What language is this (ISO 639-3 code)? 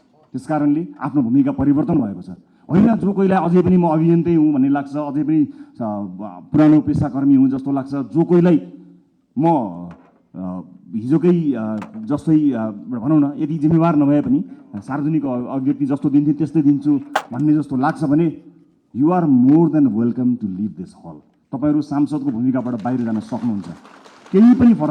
nep